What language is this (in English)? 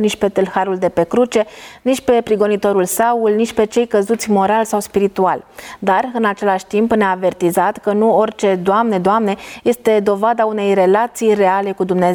Romanian